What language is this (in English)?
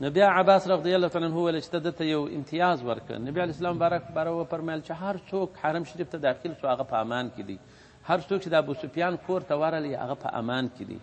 Pashto